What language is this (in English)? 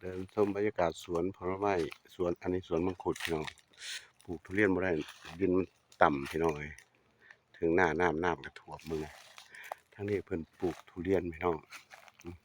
Northeastern Thai